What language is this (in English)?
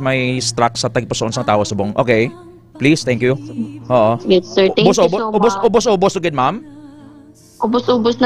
Hiligaynon